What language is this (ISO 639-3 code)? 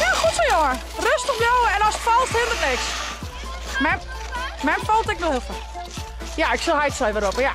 fry